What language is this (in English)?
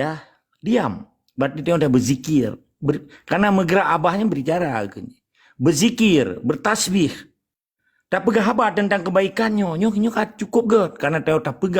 Achinese